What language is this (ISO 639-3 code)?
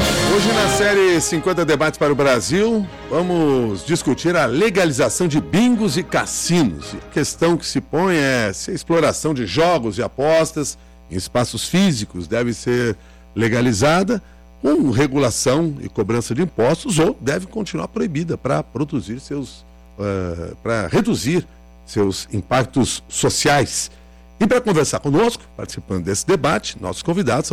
por